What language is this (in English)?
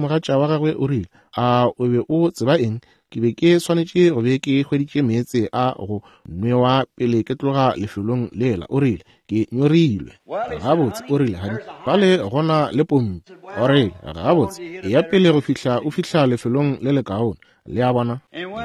Northern Sotho